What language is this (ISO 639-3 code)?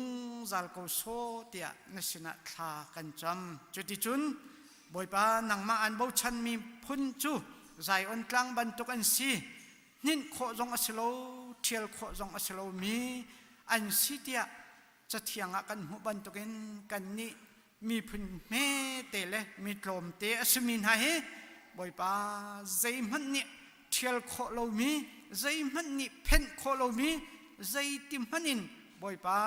cnh